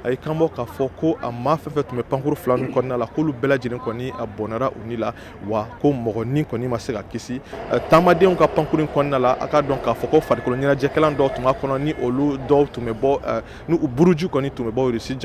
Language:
Bambara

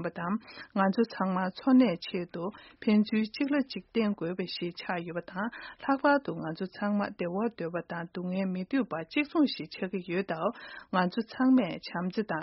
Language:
Tibetan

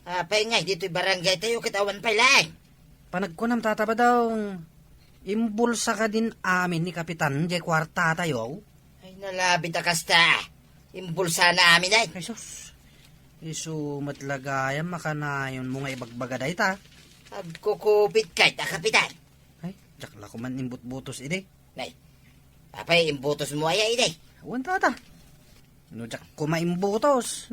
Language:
Iloko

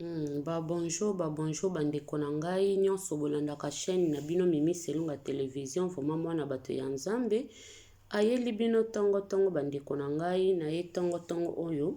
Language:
Lingala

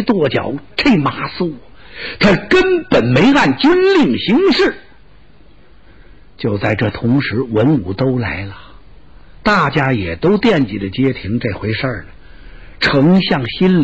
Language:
Chinese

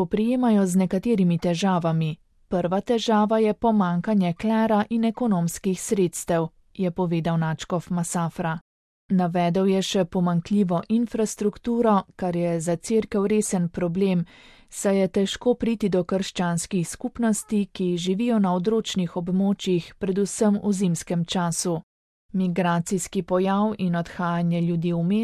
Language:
Slovenian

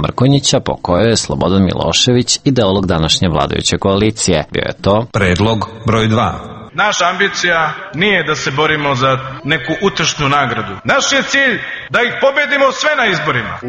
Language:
Serbian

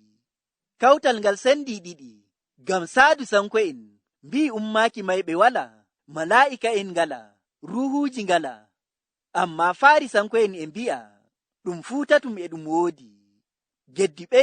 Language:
Nigerian Fulfulde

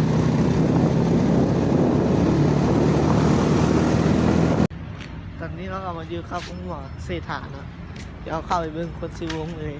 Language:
Lao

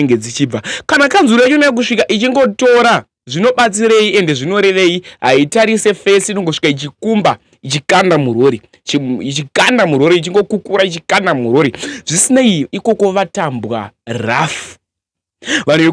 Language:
Shona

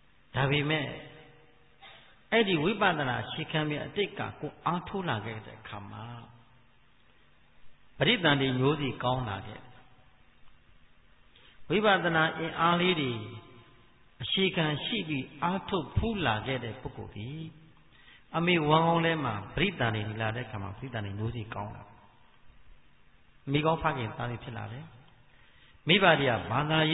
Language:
Burmese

